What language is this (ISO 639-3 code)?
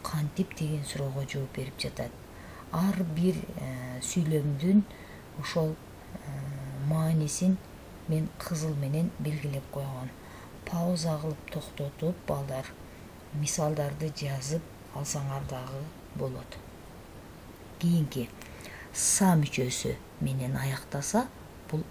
kir